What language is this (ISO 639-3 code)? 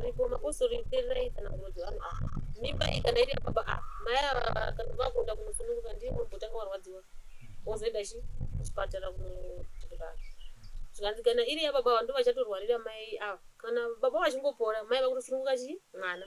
sna